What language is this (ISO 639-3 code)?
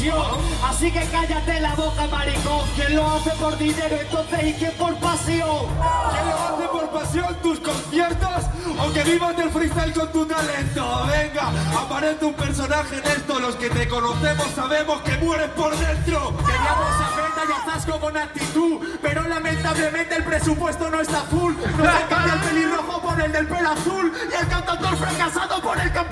spa